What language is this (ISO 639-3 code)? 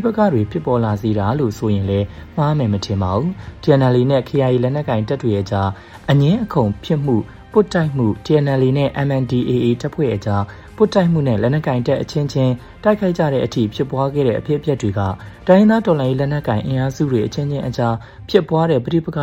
mya